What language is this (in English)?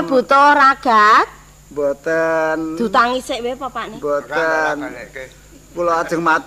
Javanese